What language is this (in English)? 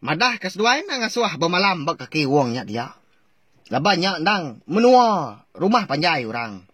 Iban